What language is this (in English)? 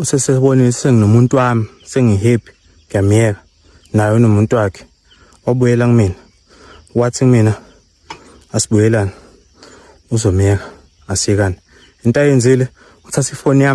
Zulu